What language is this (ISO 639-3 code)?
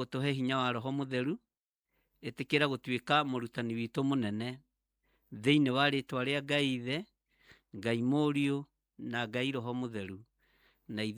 kik